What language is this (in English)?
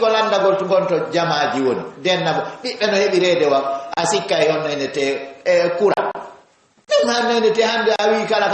Fula